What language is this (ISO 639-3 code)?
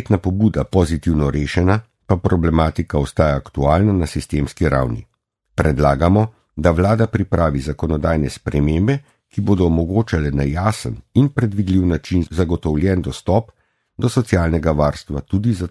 slv